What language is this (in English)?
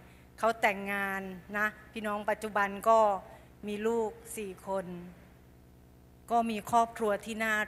Thai